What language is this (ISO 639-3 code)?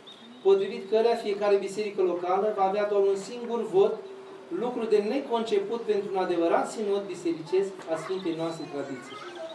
ron